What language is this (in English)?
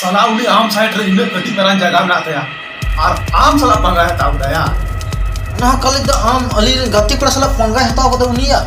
Santali